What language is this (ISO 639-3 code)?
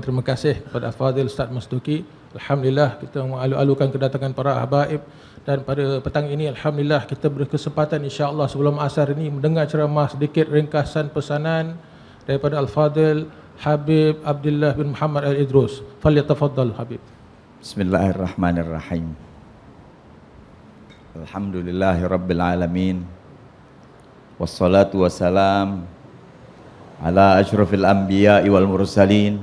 msa